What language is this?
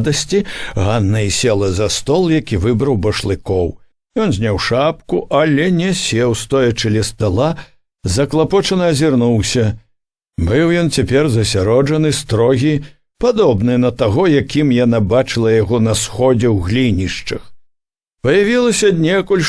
Belarusian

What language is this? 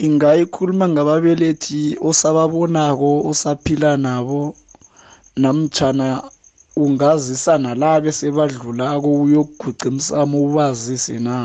South Ndebele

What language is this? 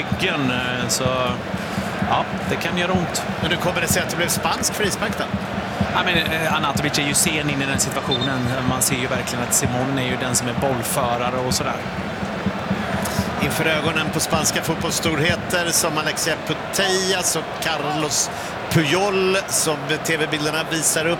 Swedish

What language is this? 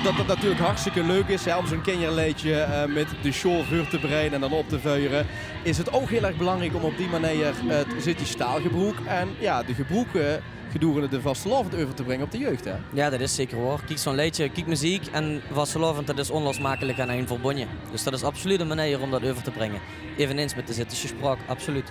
Limburgish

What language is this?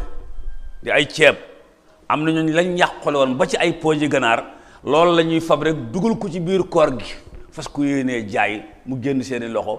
Wolof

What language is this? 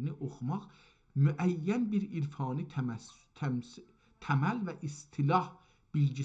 South Azerbaijani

